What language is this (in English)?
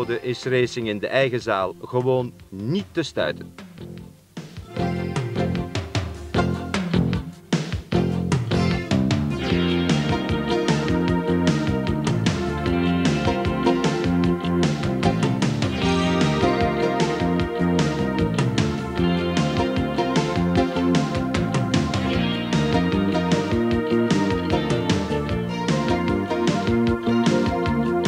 Dutch